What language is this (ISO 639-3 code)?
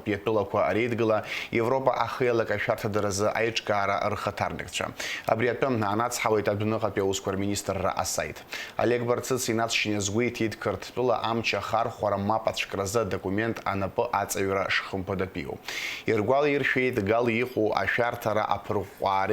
abk